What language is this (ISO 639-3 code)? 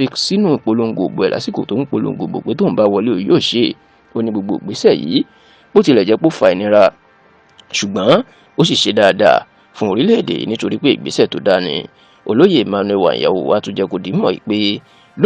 yor